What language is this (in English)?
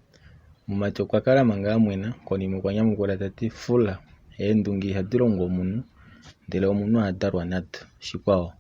Kuanyama